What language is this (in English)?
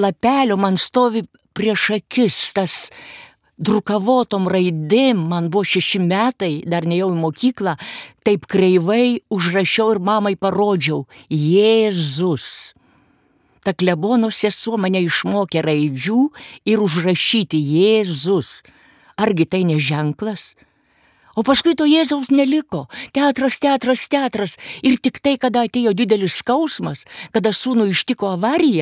Lithuanian